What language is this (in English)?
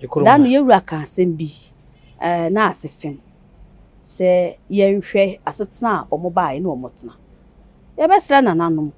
Akan